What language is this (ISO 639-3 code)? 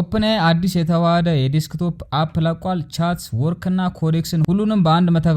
amh